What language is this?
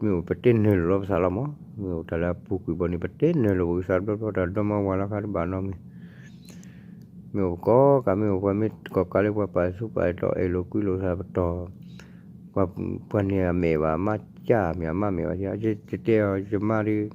S'gaw Karen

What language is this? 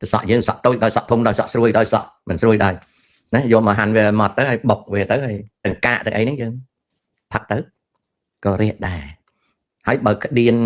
Khmer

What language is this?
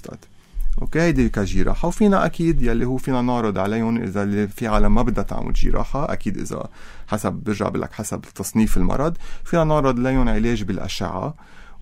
North Levantine Arabic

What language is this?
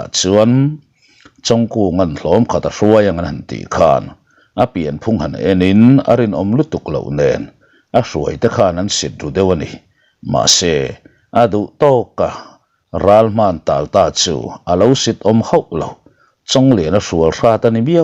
Mizo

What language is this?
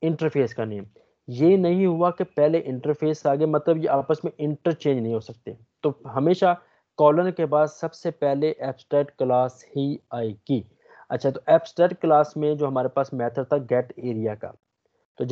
Hindi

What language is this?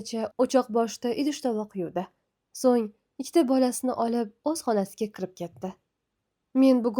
Uzbek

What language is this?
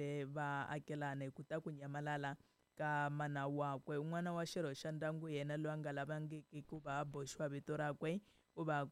Tsonga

